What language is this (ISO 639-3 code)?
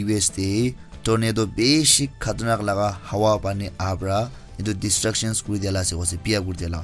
nag